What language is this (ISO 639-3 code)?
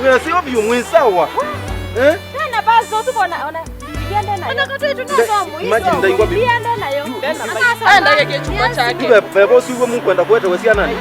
kam